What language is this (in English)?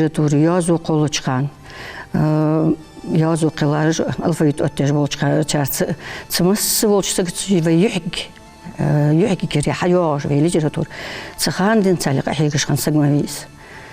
Ingush